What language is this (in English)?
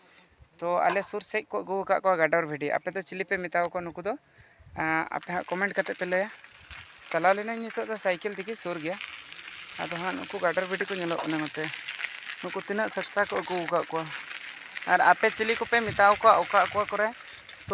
Santali